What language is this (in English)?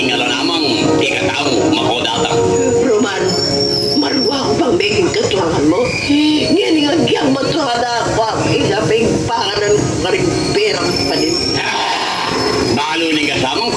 Pampanga